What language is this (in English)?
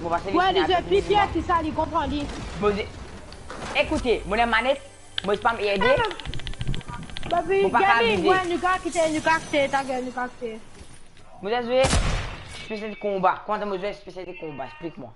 Morisyen